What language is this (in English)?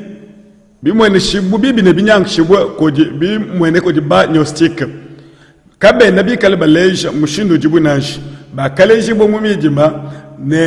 Luba-Lulua